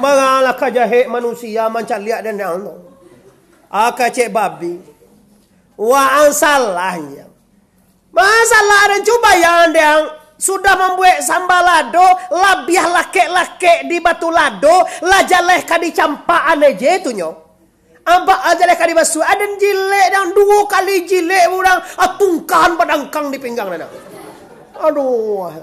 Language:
Minangkabau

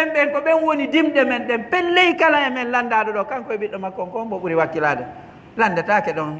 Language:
Pular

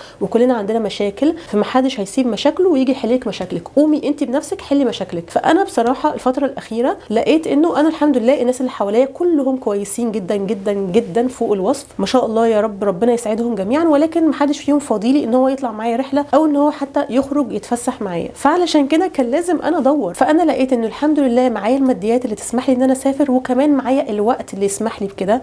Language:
Egyptian Arabic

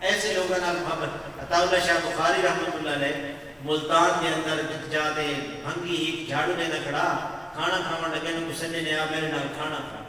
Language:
Saraiki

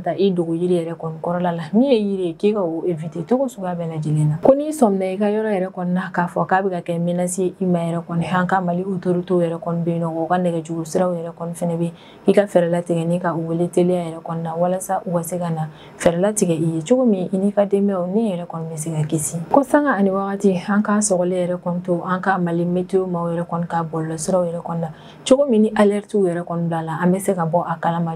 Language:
Bambara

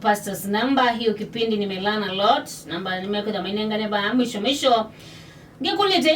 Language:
Kamba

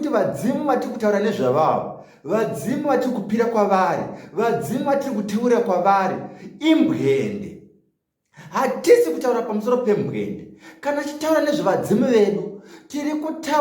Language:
Shona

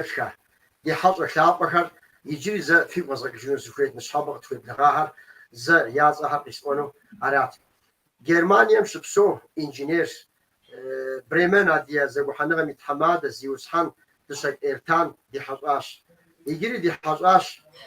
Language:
Kabardian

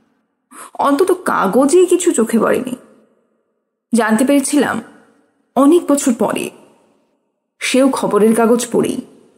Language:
Bangla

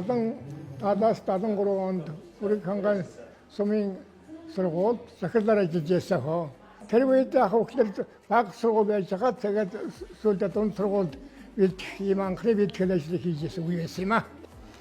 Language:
Mongolian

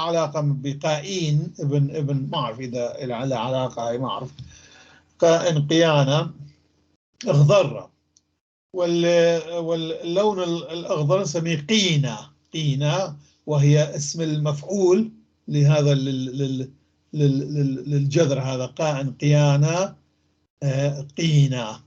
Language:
North Levantine Arabic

